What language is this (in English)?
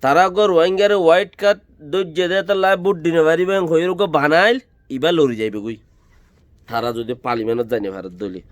Rohingya